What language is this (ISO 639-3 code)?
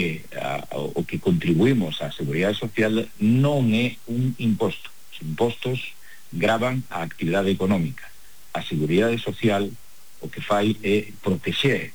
glg